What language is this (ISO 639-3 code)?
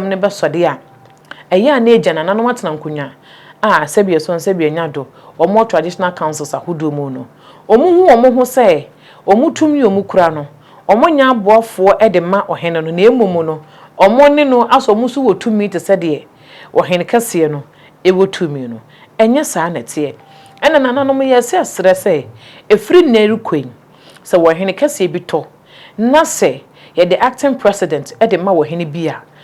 aka